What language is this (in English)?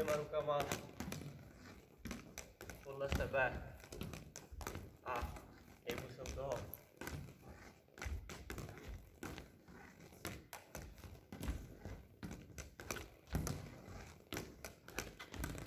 Czech